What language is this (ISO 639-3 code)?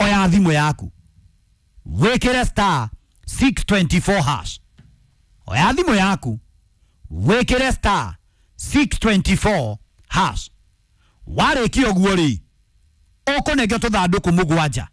kik